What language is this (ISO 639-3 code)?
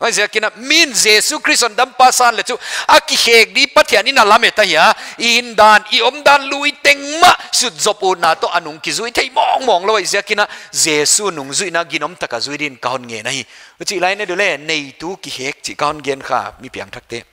pck